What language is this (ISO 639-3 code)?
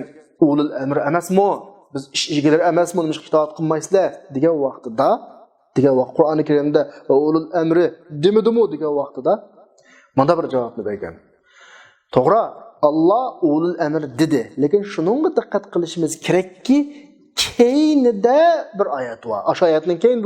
uig